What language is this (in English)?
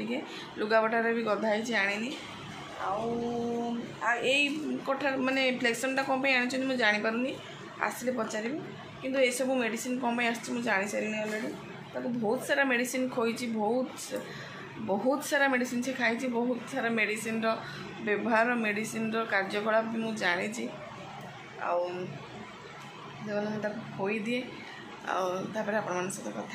Odia